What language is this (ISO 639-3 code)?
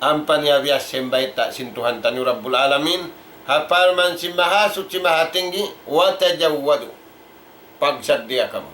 tsg